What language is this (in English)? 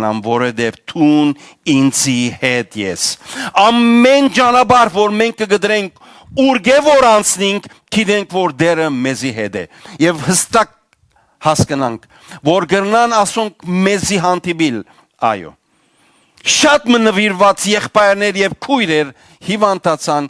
Western Armenian